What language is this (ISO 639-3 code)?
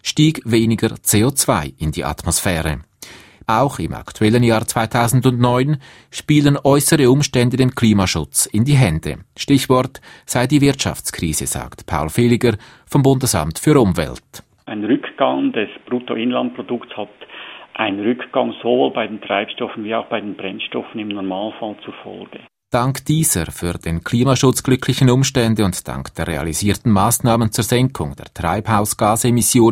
deu